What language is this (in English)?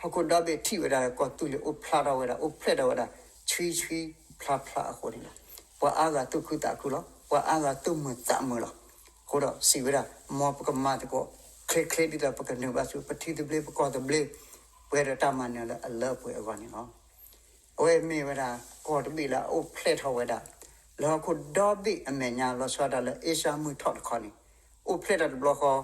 S'gaw Karen